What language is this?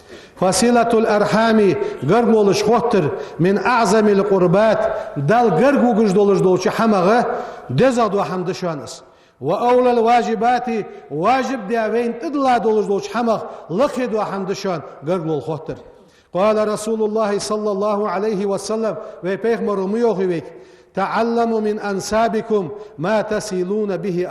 Ingush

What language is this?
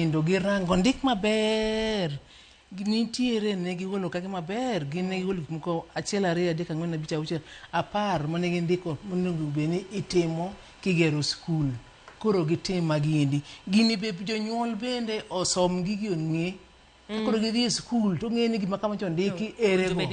Luo (Kenya and Tanzania)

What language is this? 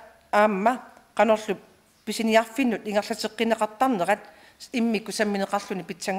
Kalaallisut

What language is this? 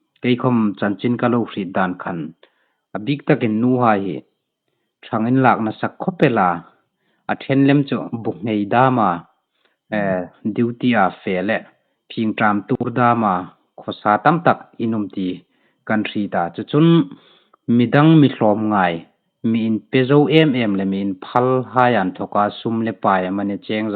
Hmar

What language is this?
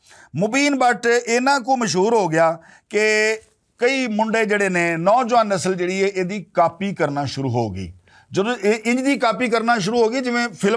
Western Panjabi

